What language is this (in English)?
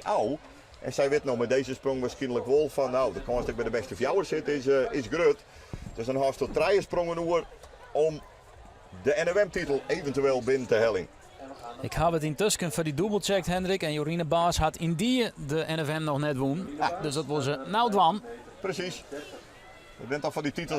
Western Frisian